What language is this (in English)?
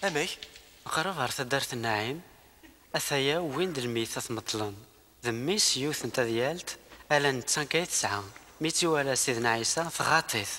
Kabyle